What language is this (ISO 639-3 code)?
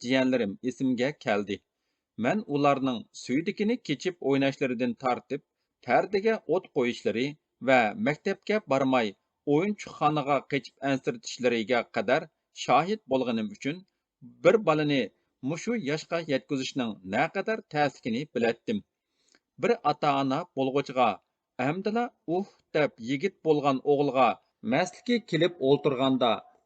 uig